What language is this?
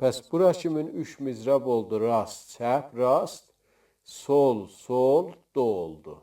South Azerbaijani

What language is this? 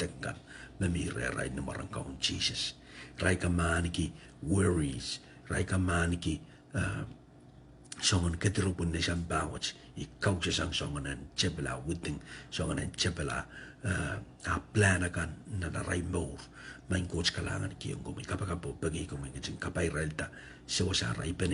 Pohnpeian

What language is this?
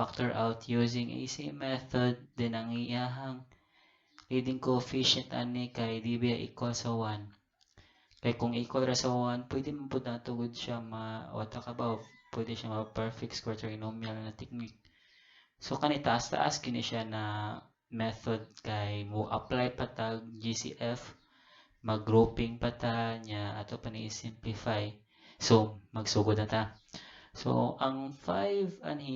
Cebuano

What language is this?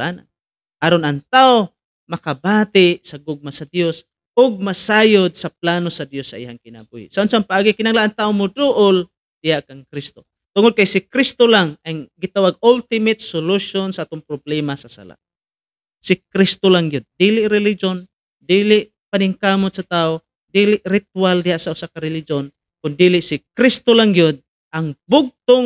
Cebuano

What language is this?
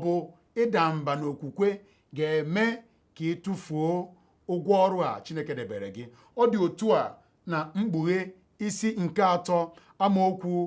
Igbo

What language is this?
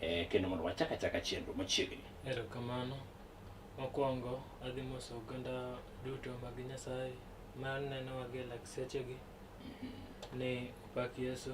Luo (Kenya and Tanzania)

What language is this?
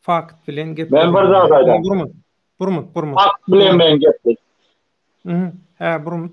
Turkmen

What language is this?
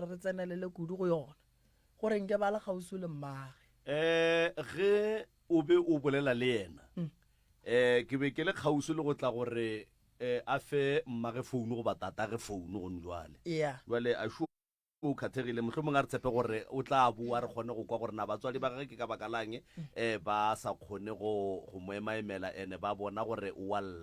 Northern Sotho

